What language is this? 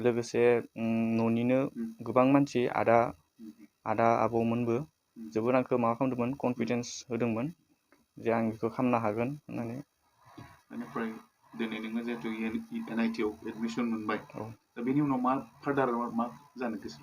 Bodo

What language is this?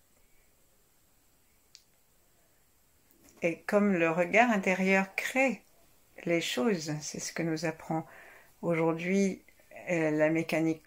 French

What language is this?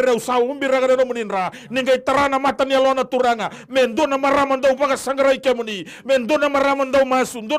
Fijian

